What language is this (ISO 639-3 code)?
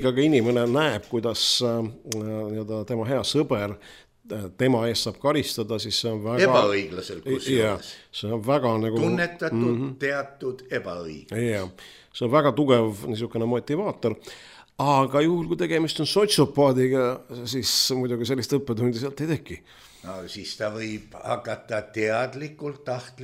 est